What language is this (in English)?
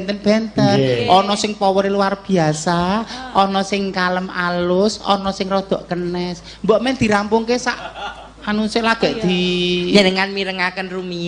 Javanese